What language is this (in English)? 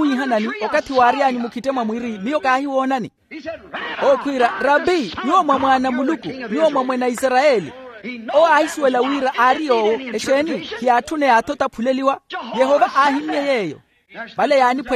Makhuwa